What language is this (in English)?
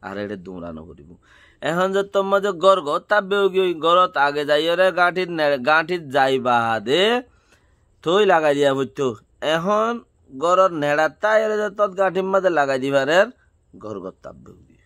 Rohingya